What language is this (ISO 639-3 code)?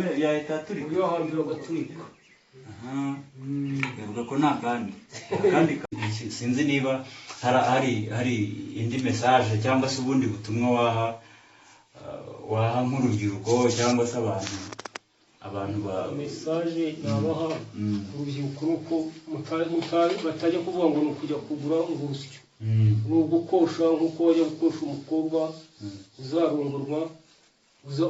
kin